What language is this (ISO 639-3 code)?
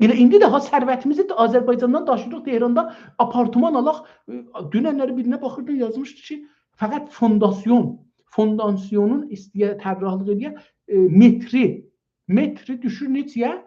azb